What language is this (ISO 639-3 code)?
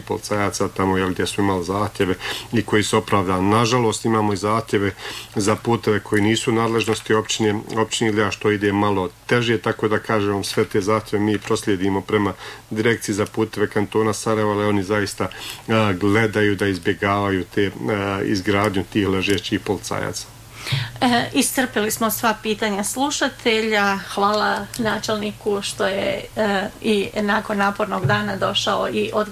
bos